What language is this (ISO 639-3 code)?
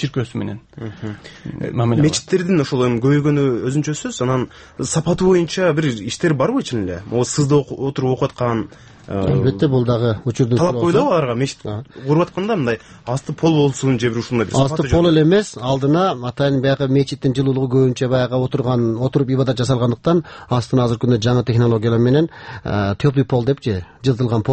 kir